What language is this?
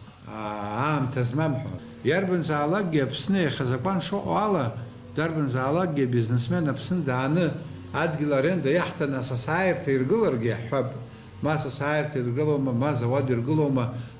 Abkhazian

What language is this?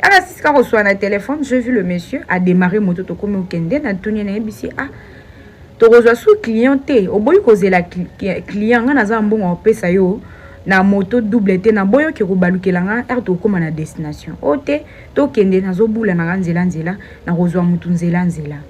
Lingala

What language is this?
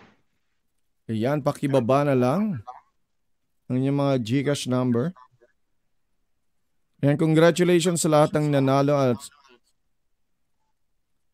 Filipino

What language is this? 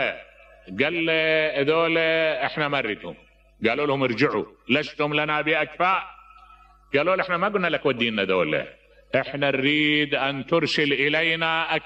Mesopotamian Arabic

